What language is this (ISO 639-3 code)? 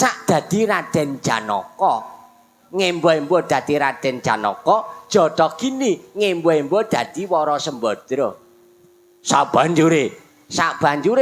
jav